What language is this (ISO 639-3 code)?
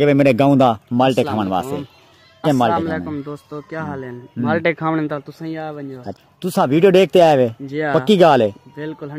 skr